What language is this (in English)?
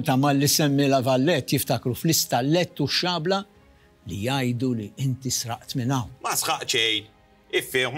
Maltese